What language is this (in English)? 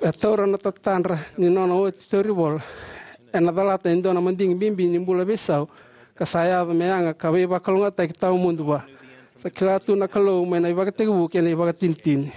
Fijian